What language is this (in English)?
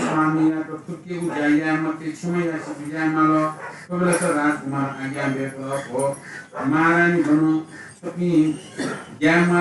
Newari